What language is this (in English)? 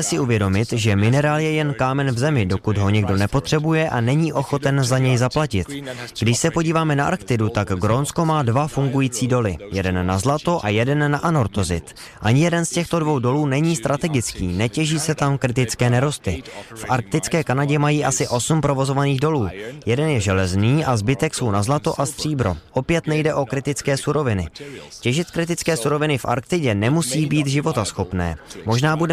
Czech